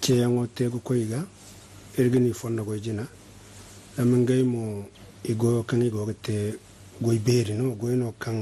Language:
Zarma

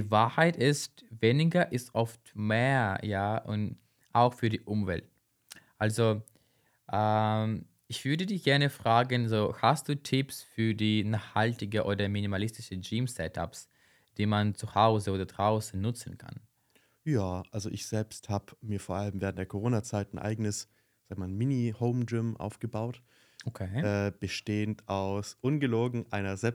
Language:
German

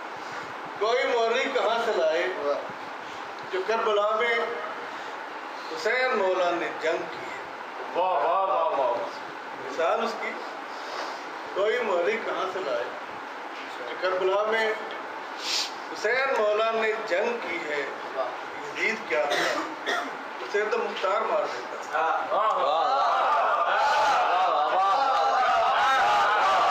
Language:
Urdu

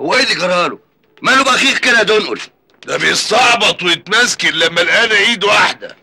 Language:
Egyptian Arabic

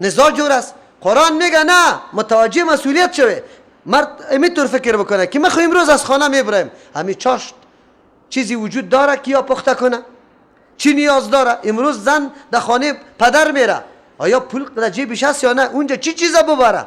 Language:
Persian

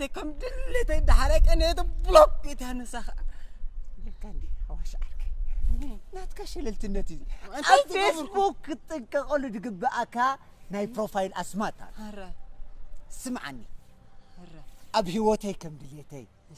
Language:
Tigrinya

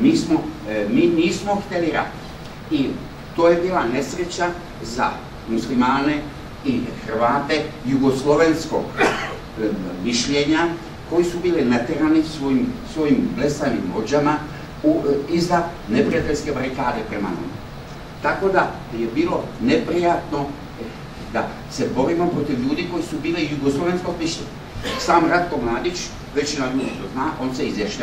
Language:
Serbian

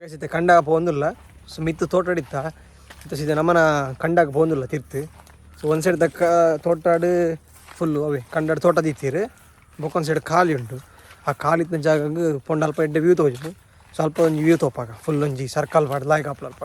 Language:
Tulu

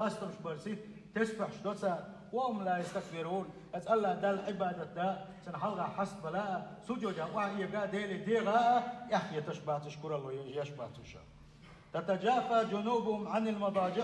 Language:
Chechen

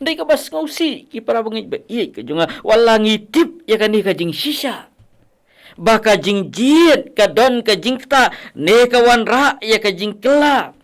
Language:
Khasi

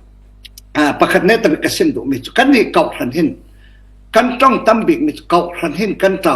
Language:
Falam Chin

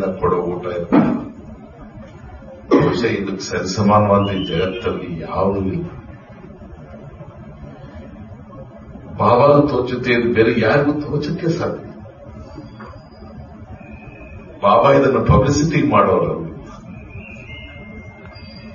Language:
Kannada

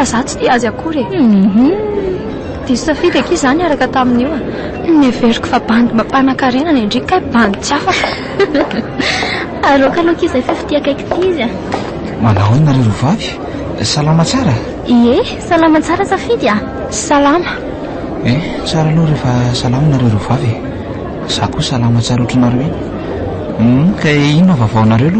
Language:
Malagasy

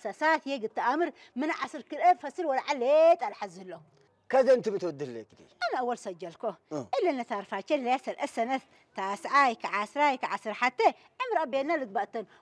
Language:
Tigrinya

